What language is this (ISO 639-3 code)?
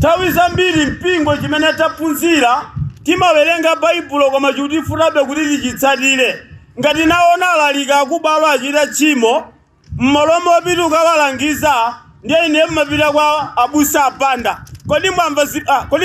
nya